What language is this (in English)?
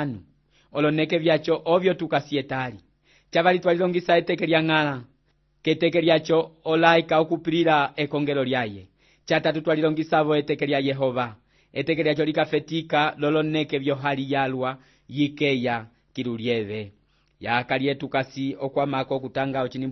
Umbundu